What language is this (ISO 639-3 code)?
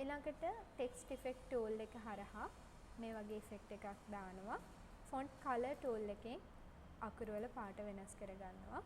sin